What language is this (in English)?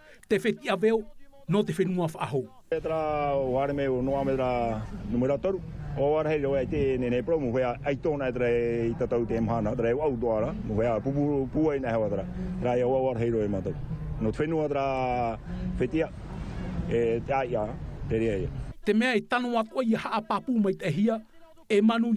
Tahitian